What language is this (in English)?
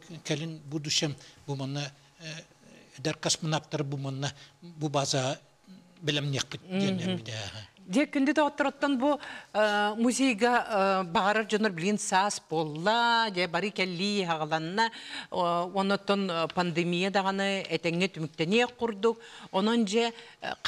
Yakut